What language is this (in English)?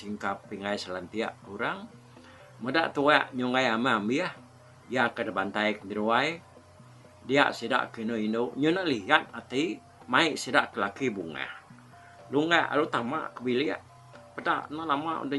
Iban